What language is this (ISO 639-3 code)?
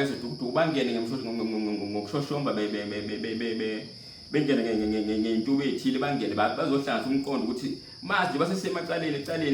zul